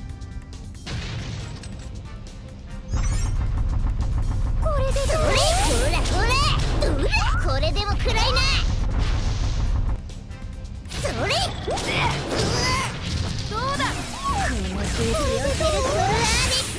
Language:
Japanese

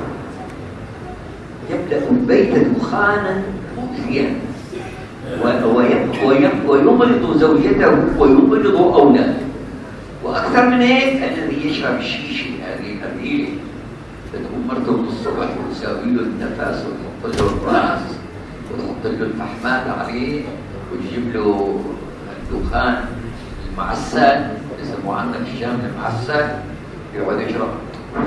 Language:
Malay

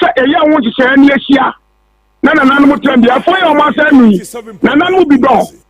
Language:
Akan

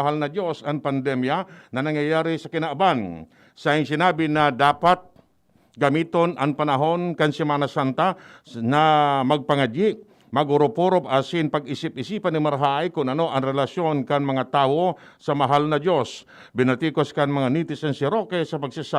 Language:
Bikol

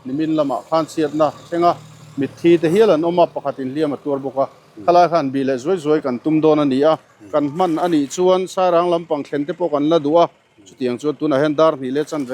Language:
Mizo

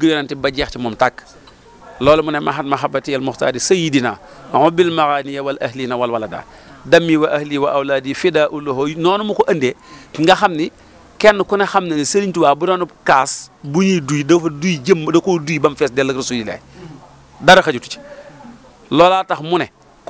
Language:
Wolof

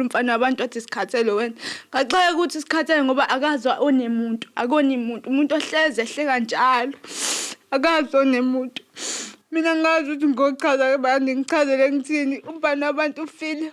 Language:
Zulu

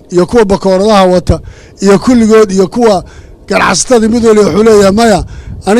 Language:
Somali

